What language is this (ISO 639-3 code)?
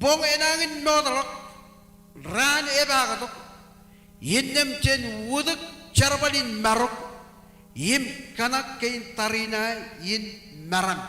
mah